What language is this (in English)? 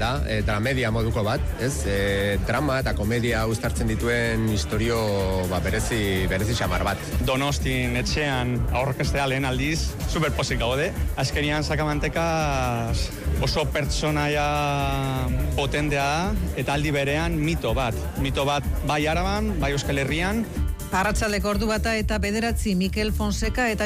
Basque